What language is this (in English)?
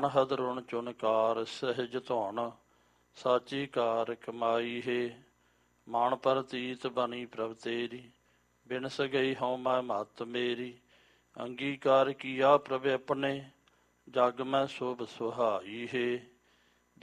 Punjabi